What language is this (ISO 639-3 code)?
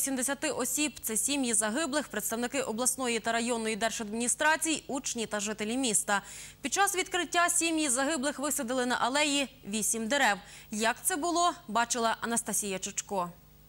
ukr